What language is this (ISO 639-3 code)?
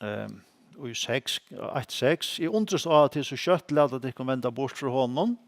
fao